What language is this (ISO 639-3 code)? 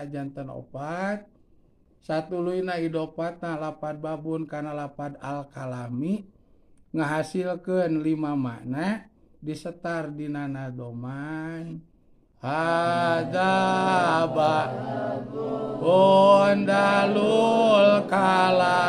sun